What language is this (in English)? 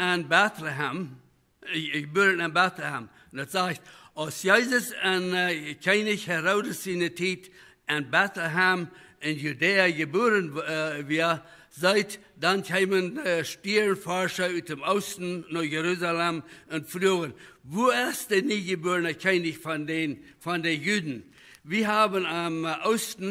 Plautdietsch